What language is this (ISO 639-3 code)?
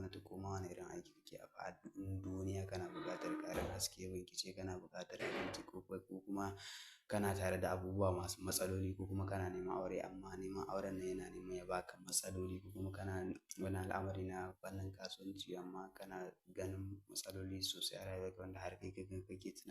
hau